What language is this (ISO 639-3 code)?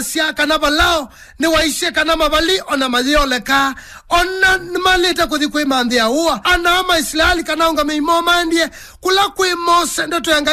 kam